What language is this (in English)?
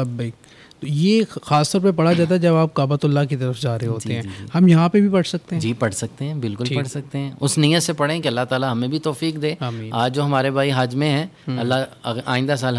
Urdu